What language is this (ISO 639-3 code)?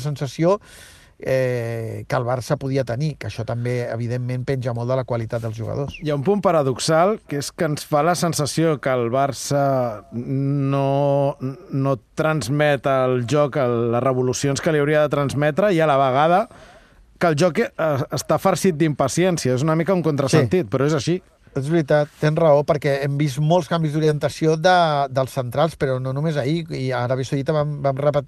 cat